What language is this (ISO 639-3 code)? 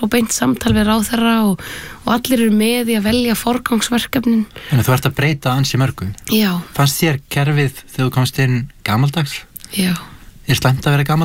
isl